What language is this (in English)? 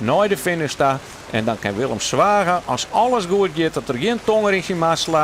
Western Frisian